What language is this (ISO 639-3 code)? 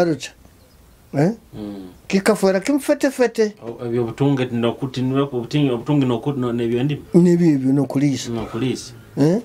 nyo